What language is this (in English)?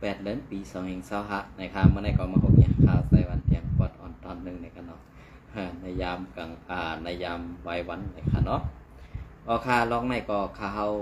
Shan